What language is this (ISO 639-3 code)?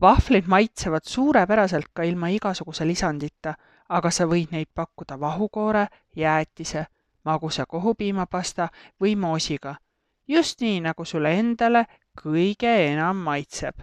est